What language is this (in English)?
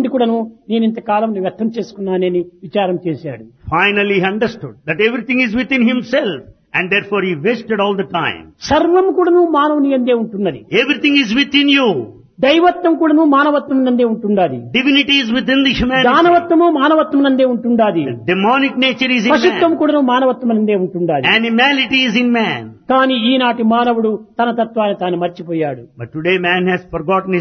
Telugu